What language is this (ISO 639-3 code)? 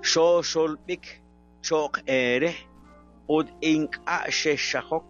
kek